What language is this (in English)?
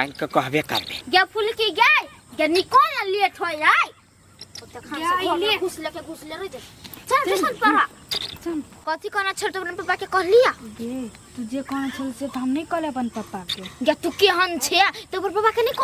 Maithili